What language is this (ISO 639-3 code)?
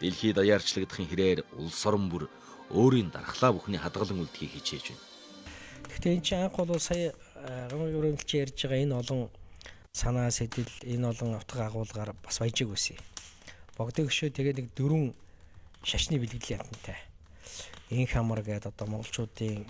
mon